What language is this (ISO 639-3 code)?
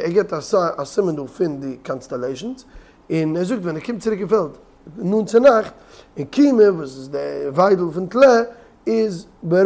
yid